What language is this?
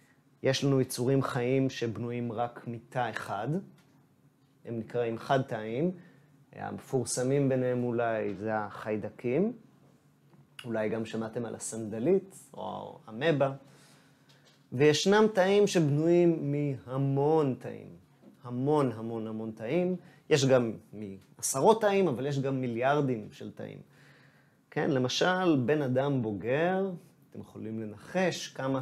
Hebrew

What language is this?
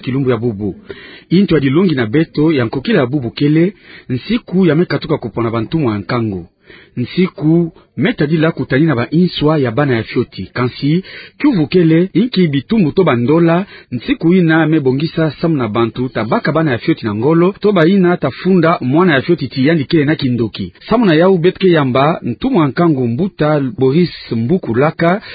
Kituba (Democratic Republic of Congo)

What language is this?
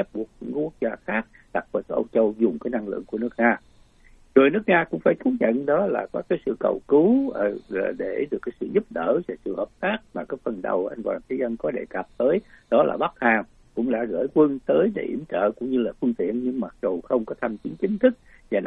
Vietnamese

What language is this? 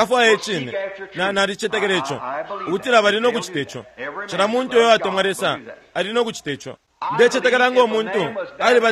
Bemba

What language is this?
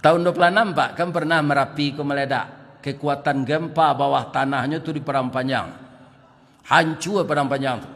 Minangkabau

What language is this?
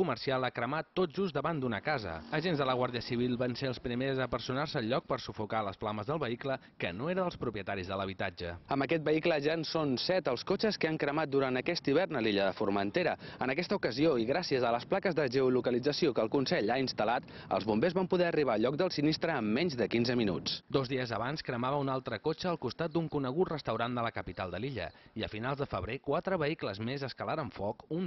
Catalan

